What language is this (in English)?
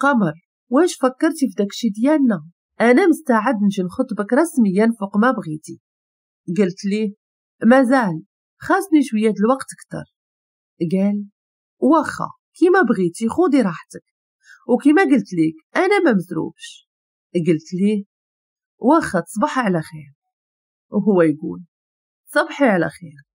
Moroccan Arabic